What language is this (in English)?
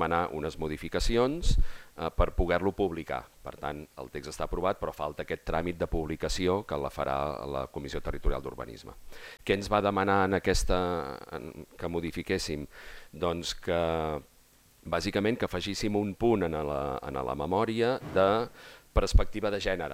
Catalan